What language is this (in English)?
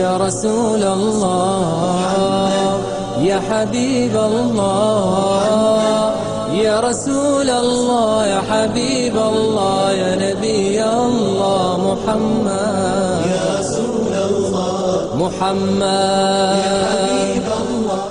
Ingush